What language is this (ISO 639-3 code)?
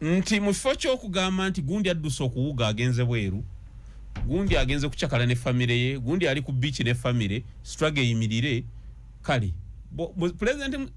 lug